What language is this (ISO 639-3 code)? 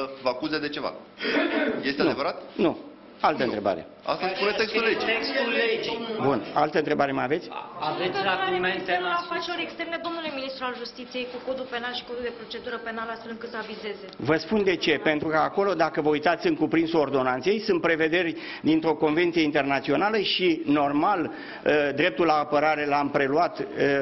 ron